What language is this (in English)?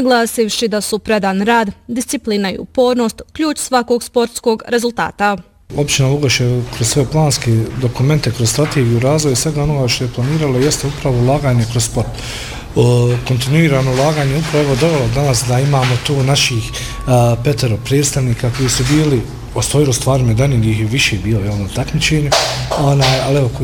Bosnian